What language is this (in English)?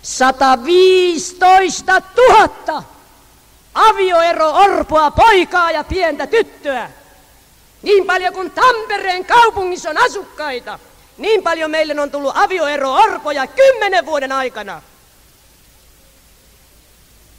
Finnish